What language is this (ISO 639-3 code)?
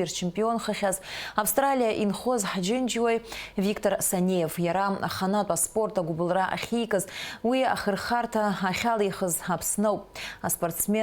abk